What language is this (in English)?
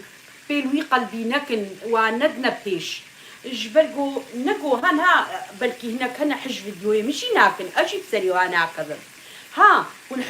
Kurdish